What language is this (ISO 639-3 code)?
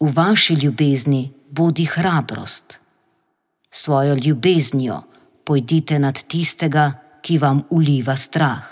slv